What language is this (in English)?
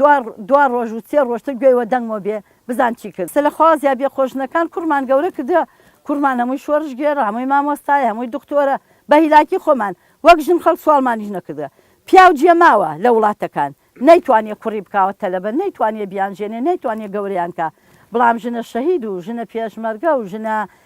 Central Kurdish